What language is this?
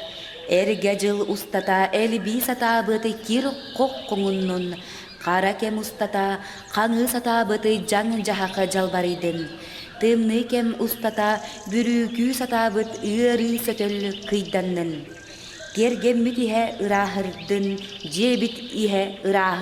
Yakut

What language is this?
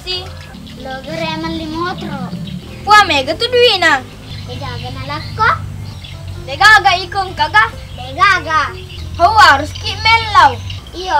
Buginese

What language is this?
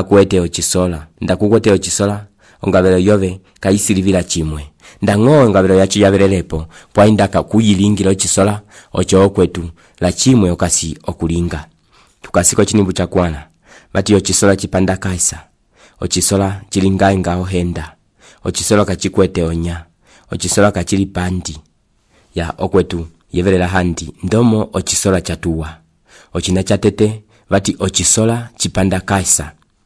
Umbundu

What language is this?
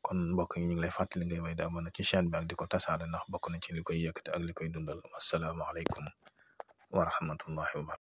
Wolof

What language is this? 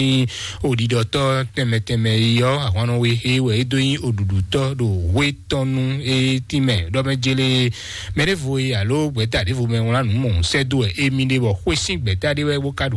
Fon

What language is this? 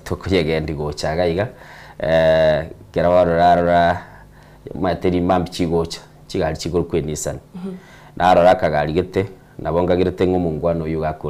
Gusii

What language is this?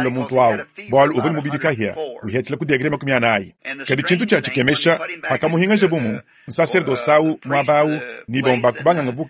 Luba-Lulua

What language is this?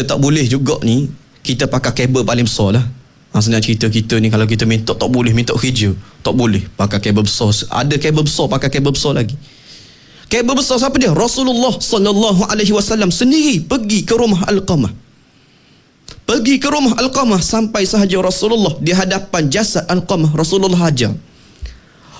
Malay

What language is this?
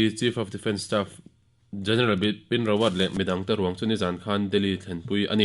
Mizo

